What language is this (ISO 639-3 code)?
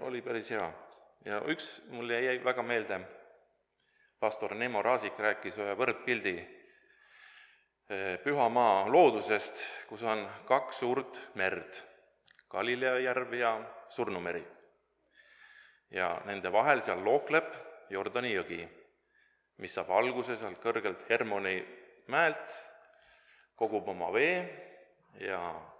est